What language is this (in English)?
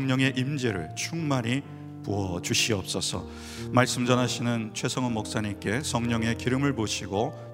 Korean